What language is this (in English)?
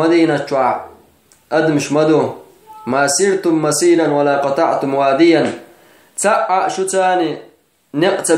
Chechen